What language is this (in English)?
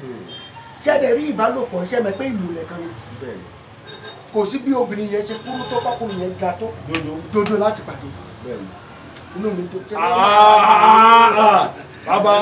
Yoruba